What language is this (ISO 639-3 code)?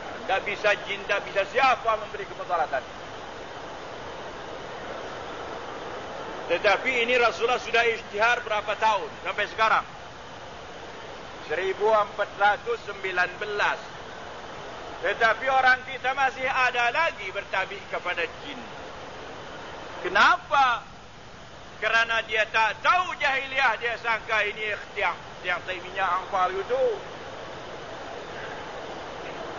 msa